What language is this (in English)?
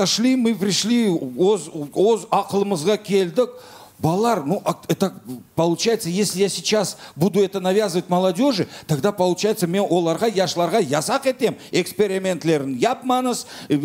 Crimean Tatar